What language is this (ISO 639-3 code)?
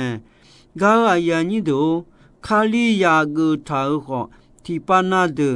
ahk